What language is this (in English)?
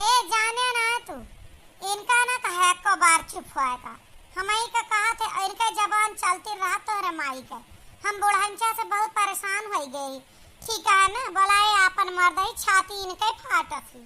Awadhi